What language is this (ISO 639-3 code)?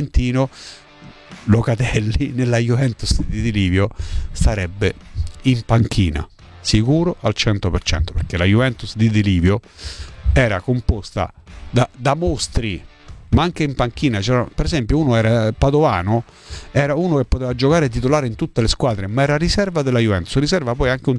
ita